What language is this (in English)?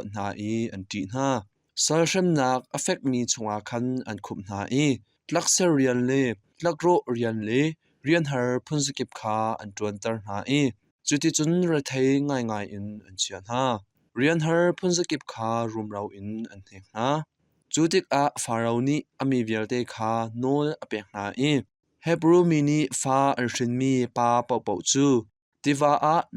Hakha Chin